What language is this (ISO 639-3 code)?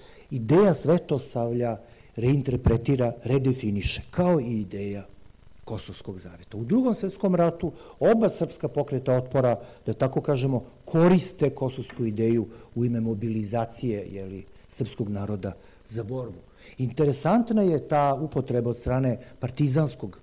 srp